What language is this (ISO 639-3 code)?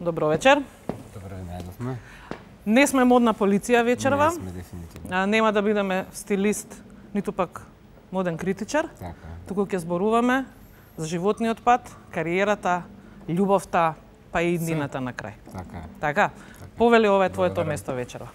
mkd